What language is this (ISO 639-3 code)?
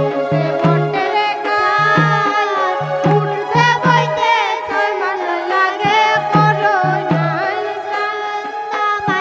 ben